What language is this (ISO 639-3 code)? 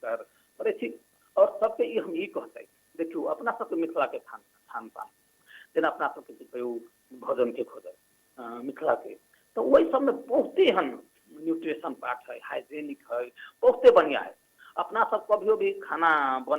mai